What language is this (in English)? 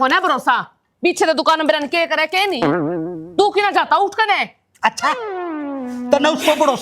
Haryanvi